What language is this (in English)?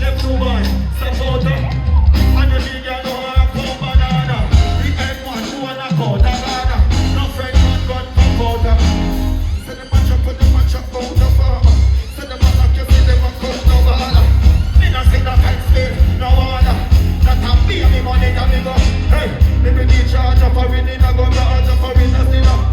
Jamaican Creole English